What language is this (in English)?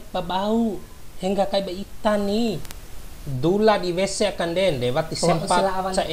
Bima